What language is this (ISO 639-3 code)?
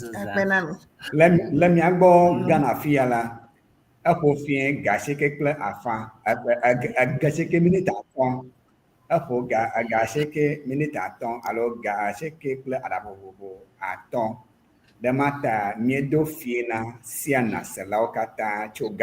ewe